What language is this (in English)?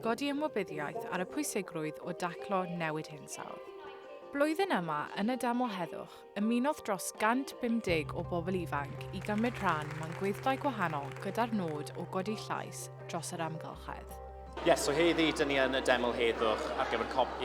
Welsh